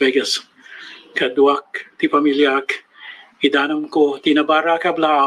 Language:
Iloko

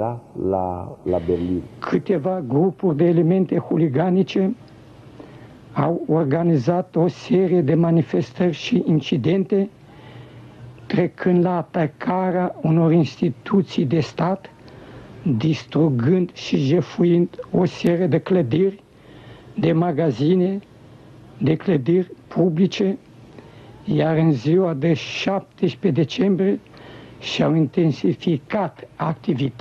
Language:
Romanian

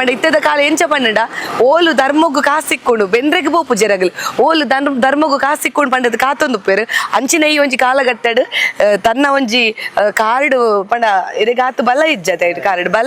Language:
Tulu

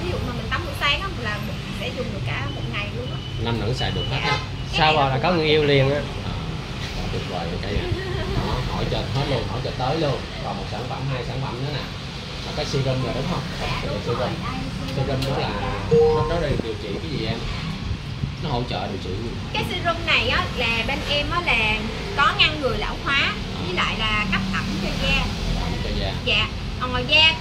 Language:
Vietnamese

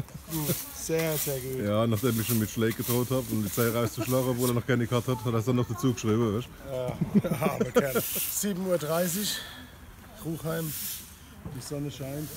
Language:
Palatine German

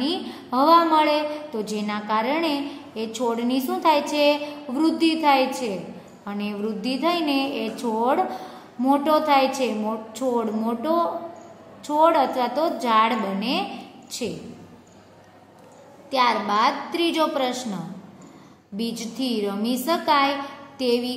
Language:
Gujarati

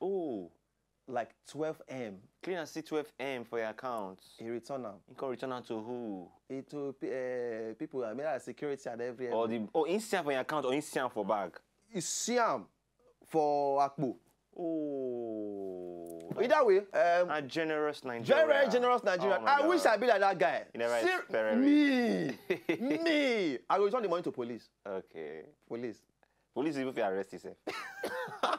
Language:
Nigerian Pidgin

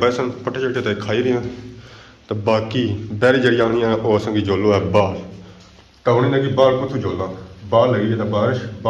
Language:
Pahari-Potwari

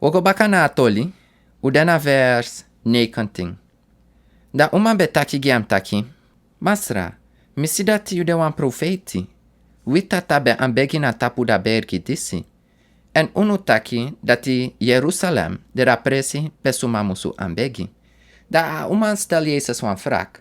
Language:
Sranan Tongo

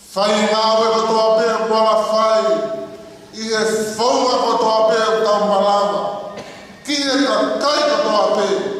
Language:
Tongan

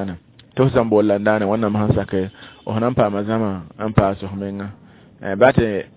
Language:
Mossi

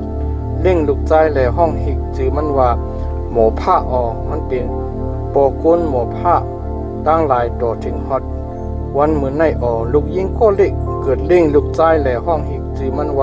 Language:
Shan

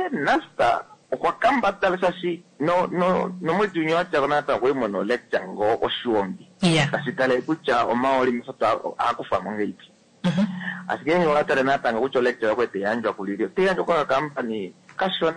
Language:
Kuanyama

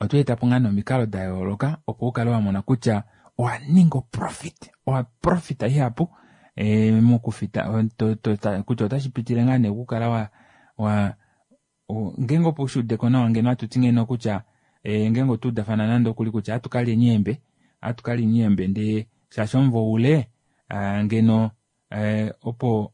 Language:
Kuanyama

